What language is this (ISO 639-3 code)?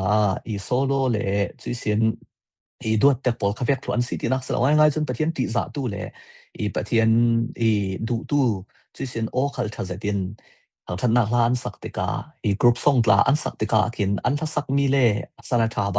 cfm